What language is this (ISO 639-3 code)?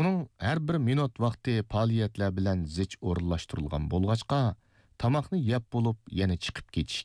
uig